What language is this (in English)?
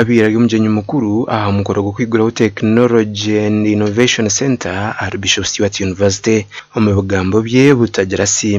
Nyankole